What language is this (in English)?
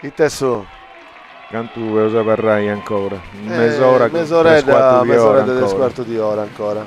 Sardinian